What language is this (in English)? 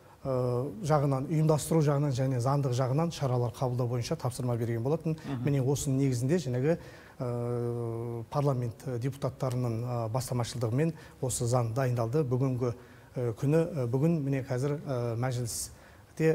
Kazakh